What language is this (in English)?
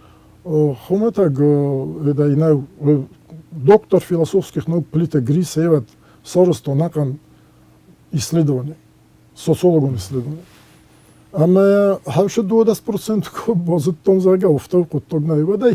Ossetic